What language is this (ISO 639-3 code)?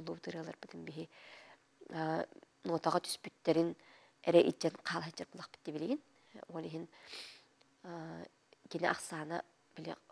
sah